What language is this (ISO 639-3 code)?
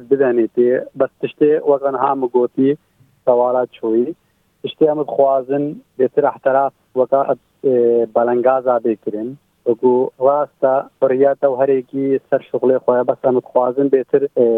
kur